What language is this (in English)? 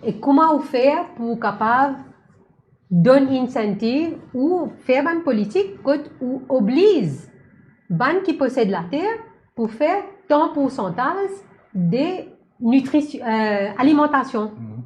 Morisyen